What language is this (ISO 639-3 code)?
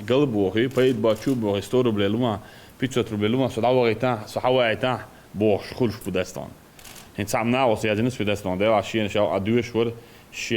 che